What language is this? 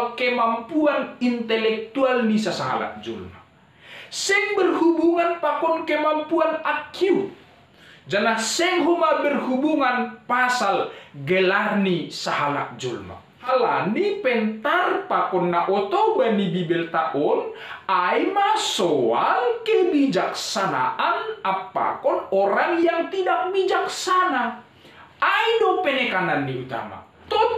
Batak Simalungun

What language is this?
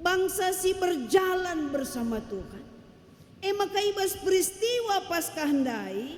Batak Karo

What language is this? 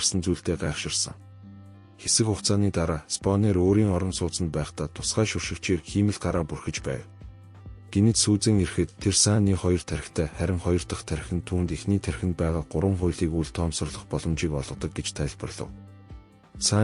Mongolian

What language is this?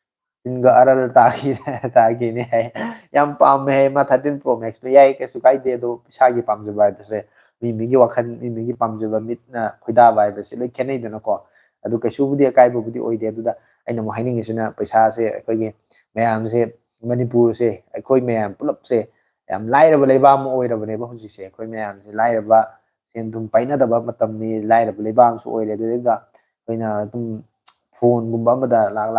Manipuri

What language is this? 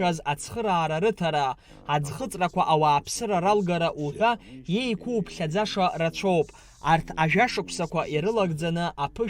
Abkhazian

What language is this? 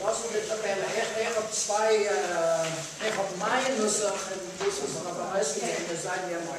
Yiddish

